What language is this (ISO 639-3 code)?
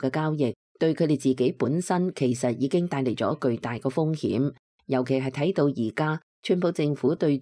yue